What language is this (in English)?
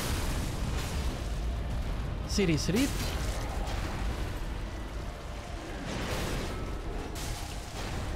Hungarian